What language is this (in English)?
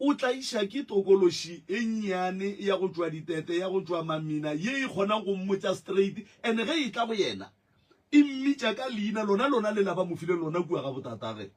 Northern Sotho